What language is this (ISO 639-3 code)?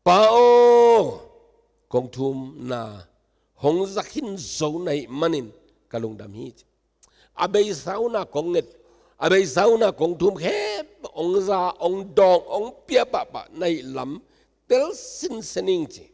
ctd